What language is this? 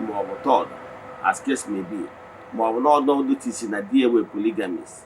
Igbo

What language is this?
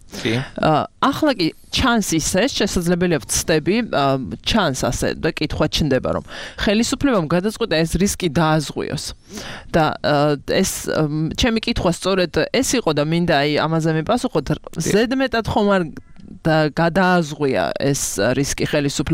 Georgian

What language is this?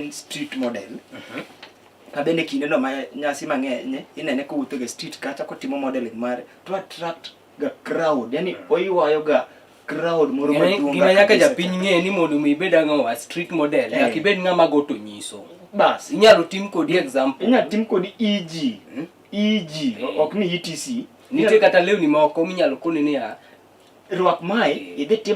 Luo (Kenya and Tanzania)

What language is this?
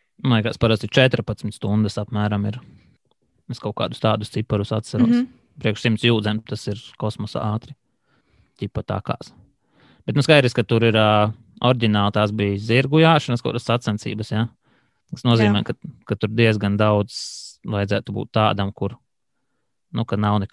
Latvian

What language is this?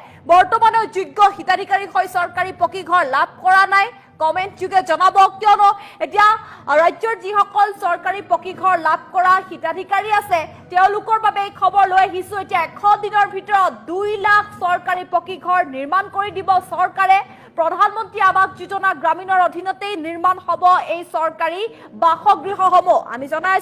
Assamese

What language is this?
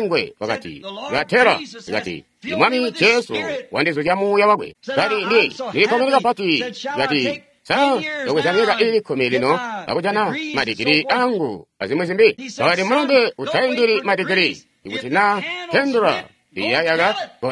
Tonga (Zambia)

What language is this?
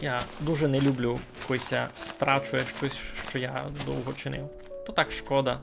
Rusyn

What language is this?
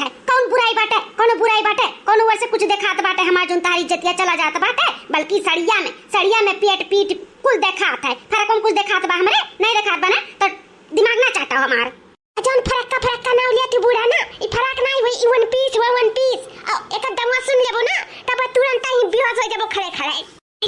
Awadhi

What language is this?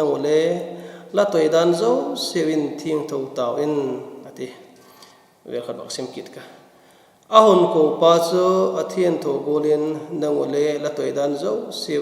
Vaiphei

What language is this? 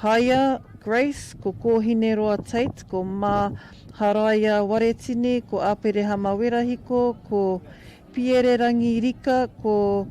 Māori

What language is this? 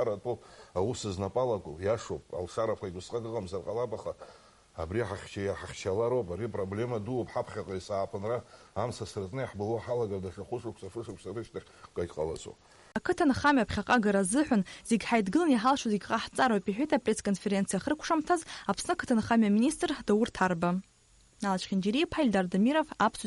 Abkhazian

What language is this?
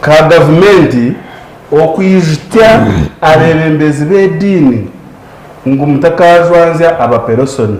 Nyankole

